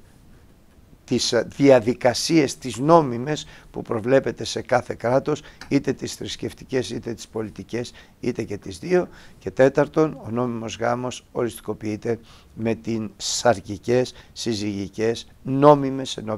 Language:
Greek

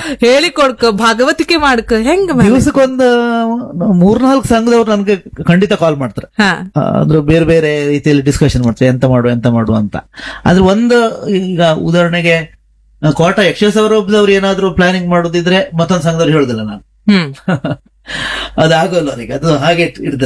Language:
Kannada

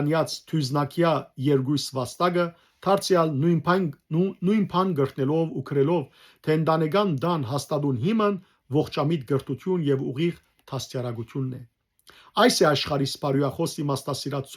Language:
Western Armenian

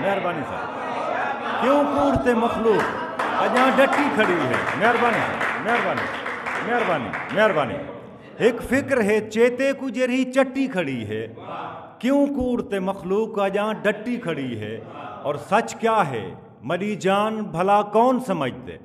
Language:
Saraiki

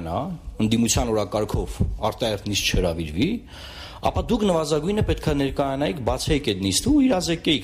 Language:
Armenian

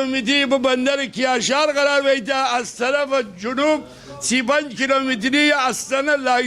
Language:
Gilaki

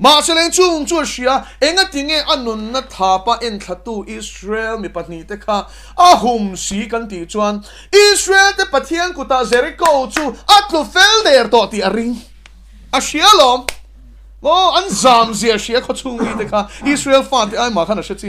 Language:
Mizo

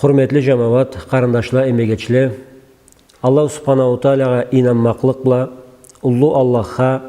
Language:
Karachay-Balkar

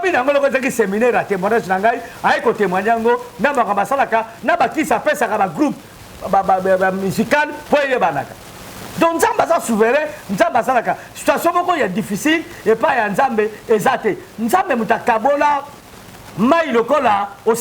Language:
Lingala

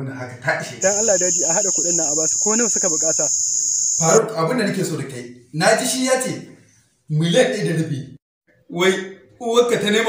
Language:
Hausa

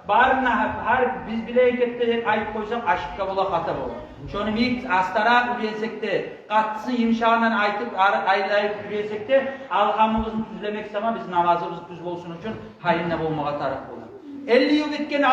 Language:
Kumyk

